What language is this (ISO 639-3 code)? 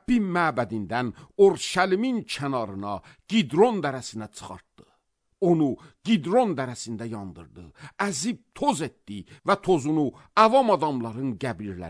aze